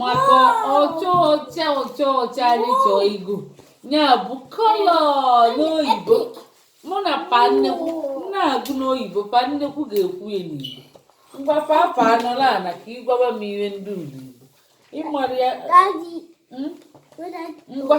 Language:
Igbo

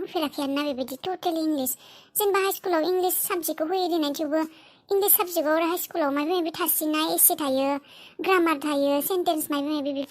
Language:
Bodo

